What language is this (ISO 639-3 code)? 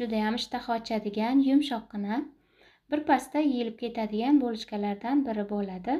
uzb